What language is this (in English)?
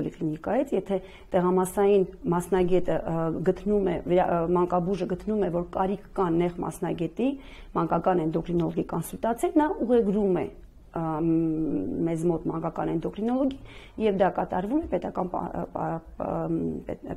Armenian